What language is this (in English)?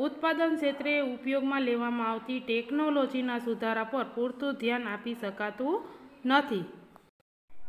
Gujarati